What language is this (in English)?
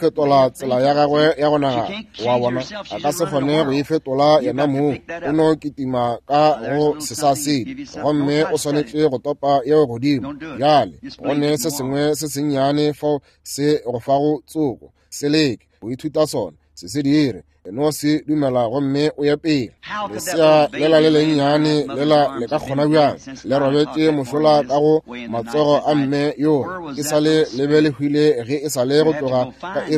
Northern Sotho